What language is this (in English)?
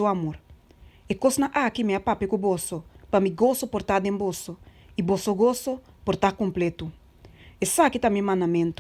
Papiamento